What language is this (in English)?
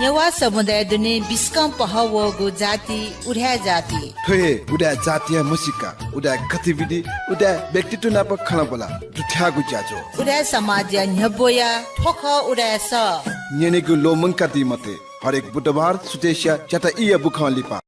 Newari